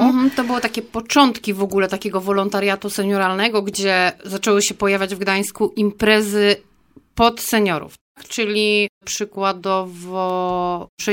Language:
Polish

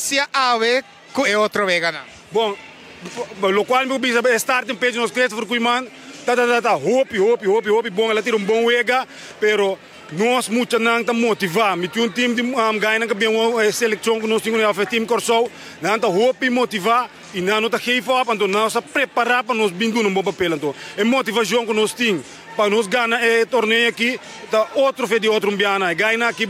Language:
Papiamento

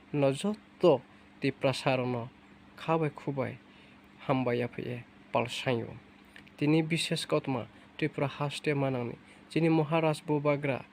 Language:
Riang (India)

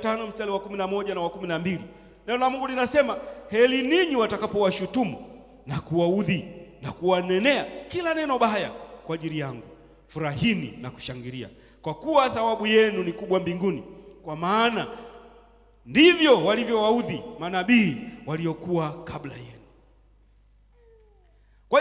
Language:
Swahili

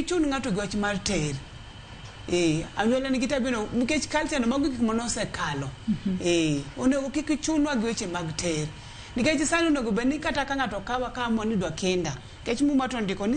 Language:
Luo (Kenya and Tanzania)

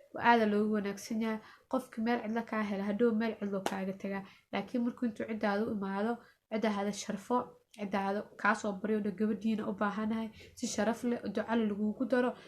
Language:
Somali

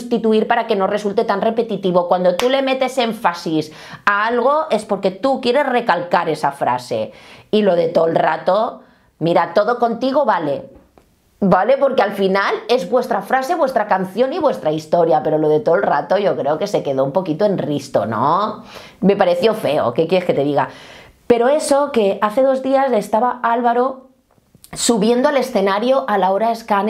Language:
Spanish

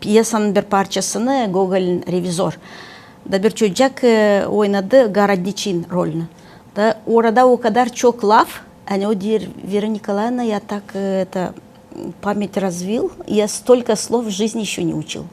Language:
Gagauz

